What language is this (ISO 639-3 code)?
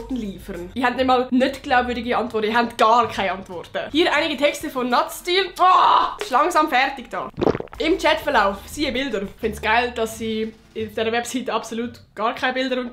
gsw